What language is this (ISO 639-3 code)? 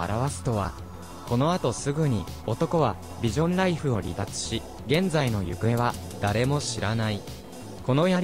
jpn